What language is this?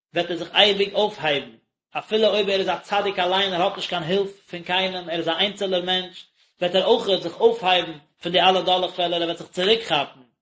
Yiddish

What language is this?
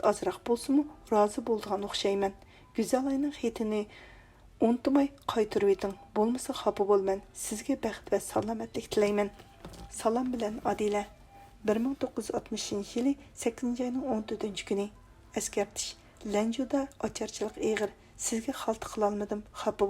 Uyghur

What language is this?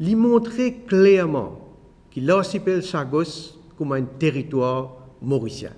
Morisyen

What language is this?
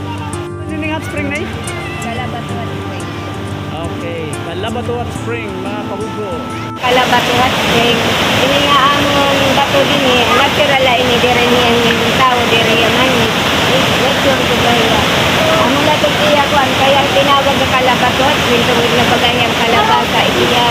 Waray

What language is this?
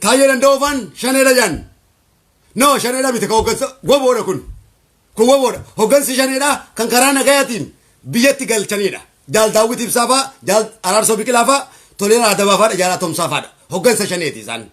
Oromo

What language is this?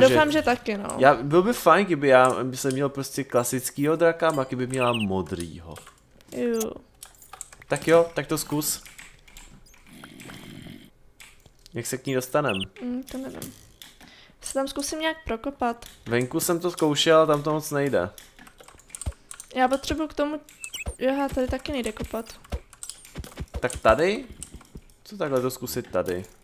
Czech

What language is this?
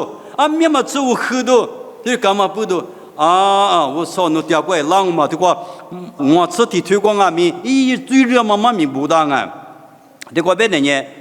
Lisu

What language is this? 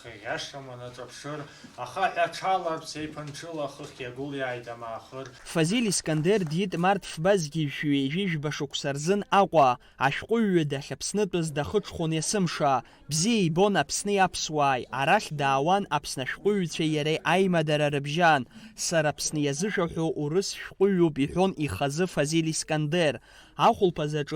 Abkhazian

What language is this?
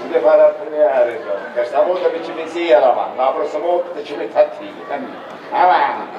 Sicilian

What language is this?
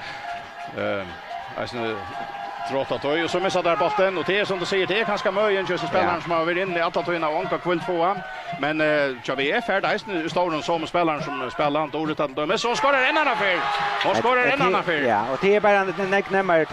Faroese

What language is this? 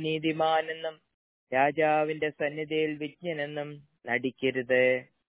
Malayalam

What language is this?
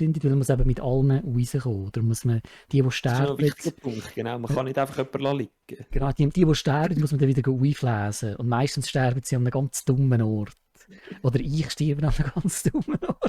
Swiss German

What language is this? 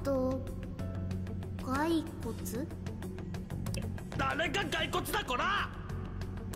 Japanese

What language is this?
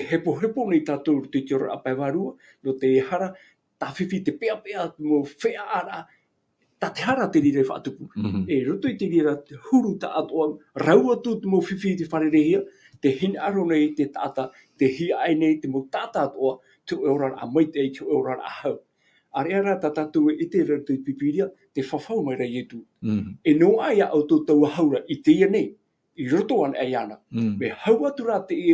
Tahitian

